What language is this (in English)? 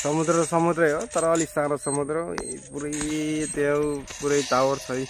Nepali